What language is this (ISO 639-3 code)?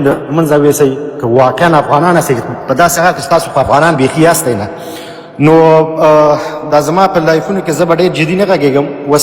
pus